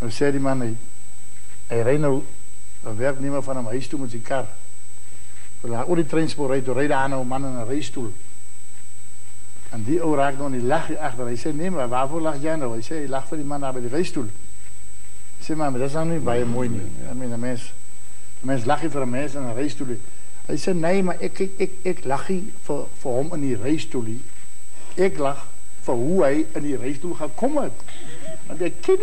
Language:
Afrikaans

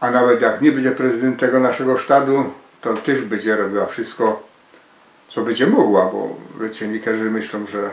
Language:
Silesian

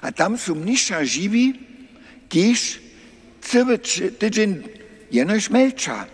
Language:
Upper Sorbian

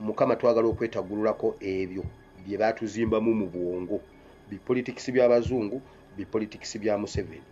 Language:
Ganda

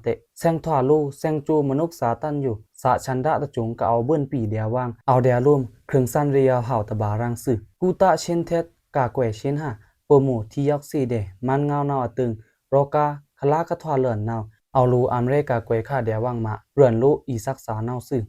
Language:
Pa'o Karen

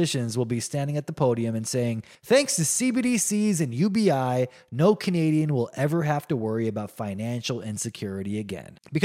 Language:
English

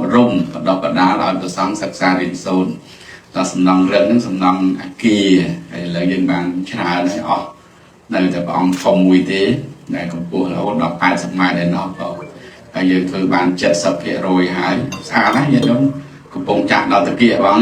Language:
Khmer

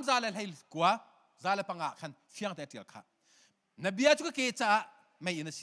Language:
Hakha Chin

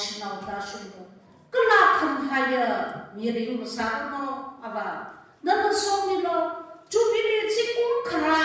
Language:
Tangkhul Naga (India)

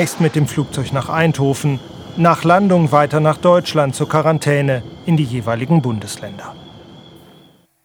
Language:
German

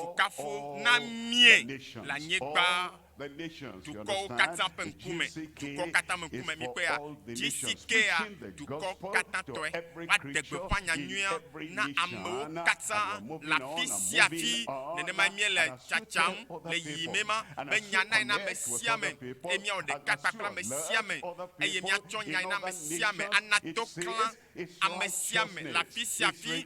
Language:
Ewe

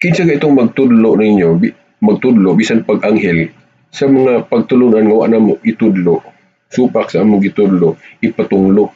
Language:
Cebuano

